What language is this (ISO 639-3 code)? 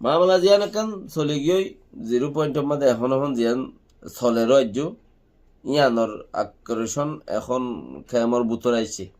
rhg